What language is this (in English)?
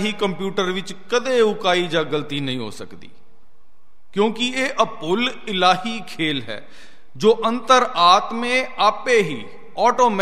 Punjabi